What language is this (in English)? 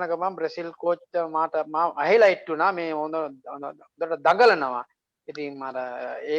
Sinhala